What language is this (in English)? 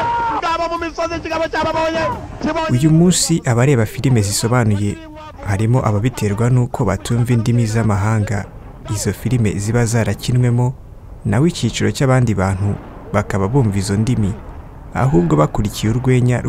Kinyarwanda